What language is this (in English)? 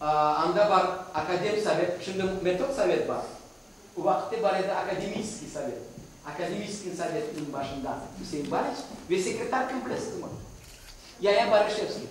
Crimean Tatar